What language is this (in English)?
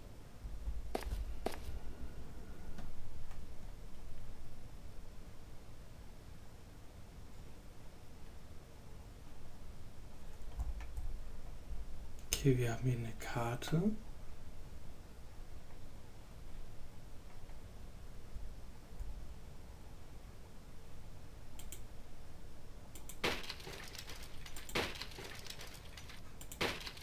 German